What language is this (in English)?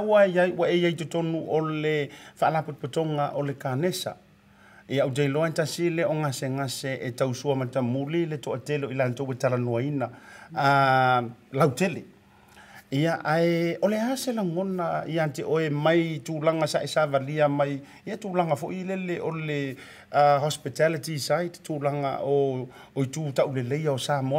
Samoan